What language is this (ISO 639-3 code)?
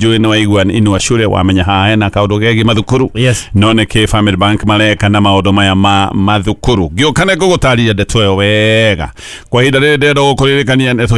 kik